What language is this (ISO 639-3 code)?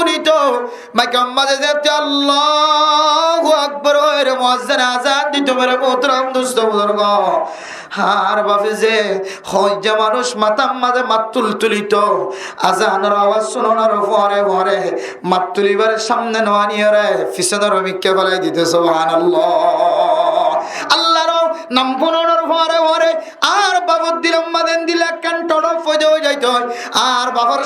rhg